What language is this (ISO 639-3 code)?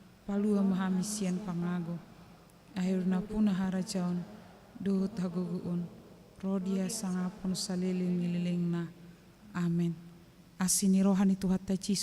bbc